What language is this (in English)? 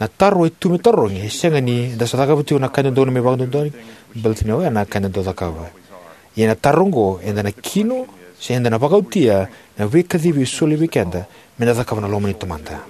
Fijian